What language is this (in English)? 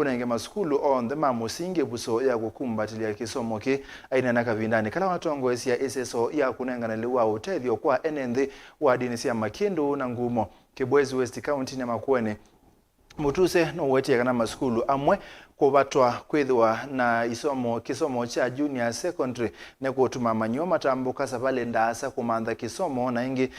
Kamba